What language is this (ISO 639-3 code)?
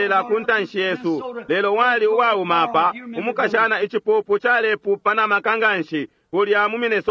bem